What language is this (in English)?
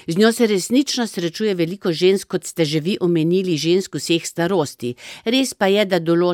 Slovenian